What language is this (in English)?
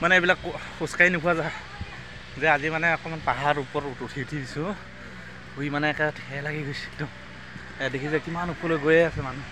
Assamese